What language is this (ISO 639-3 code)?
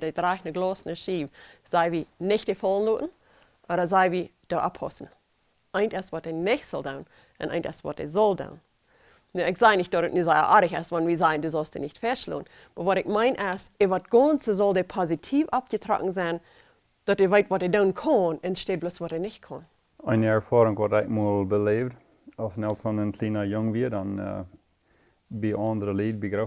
pdt